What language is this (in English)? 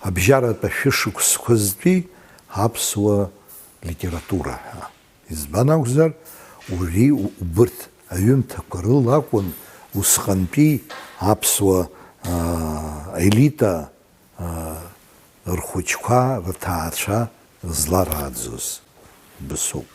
Abkhazian